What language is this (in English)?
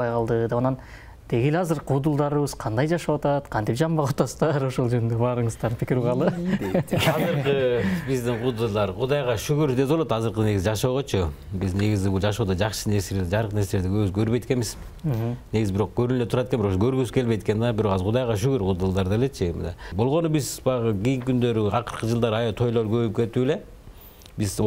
Kyrgyz